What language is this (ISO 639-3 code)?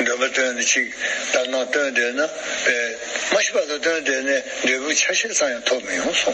bod